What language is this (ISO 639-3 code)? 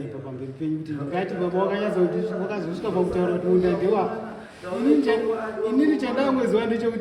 sna